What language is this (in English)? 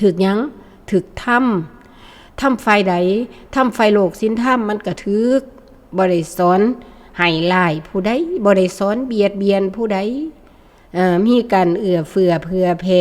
Northeastern Thai